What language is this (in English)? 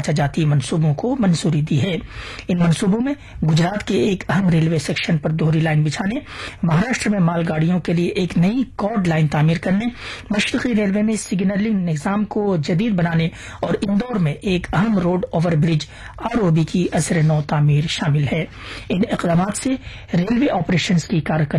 Urdu